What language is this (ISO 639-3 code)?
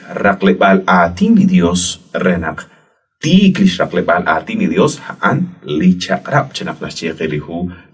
kek